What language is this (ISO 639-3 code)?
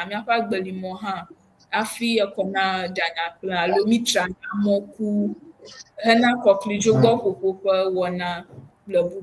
ewe